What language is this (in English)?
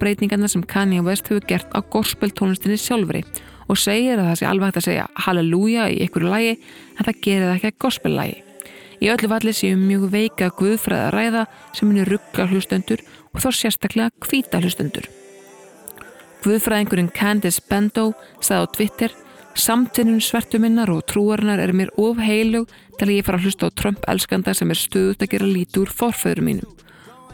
Icelandic